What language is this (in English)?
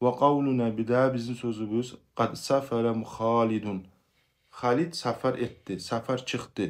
Kumyk